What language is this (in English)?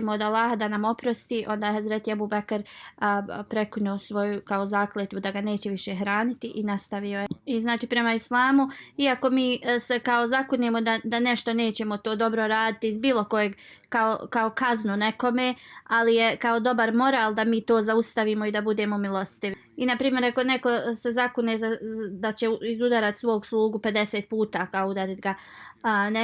Bosnian